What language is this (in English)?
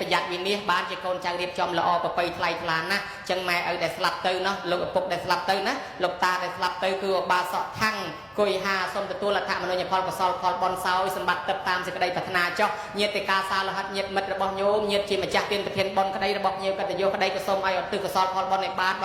Khmer